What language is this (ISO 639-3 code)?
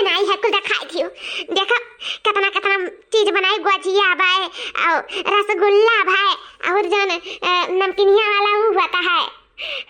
awa